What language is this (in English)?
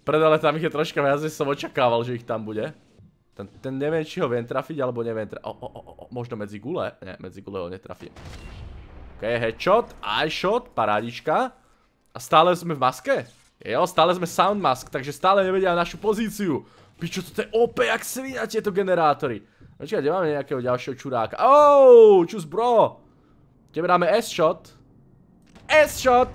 Slovak